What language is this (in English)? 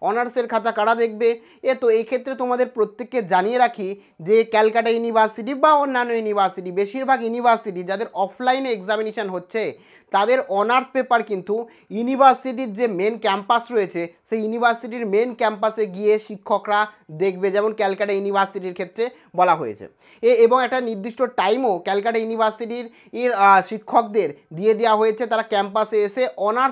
Bangla